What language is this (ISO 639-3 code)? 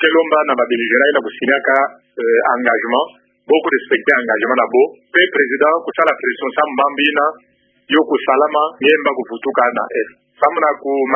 ktu